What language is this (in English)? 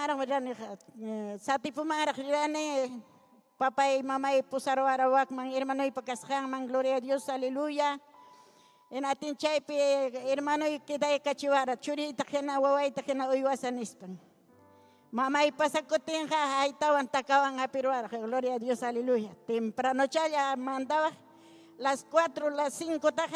Ayacucho Quechua